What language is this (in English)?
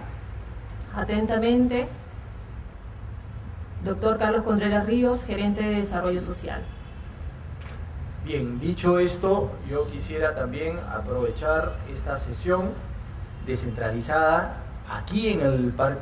Spanish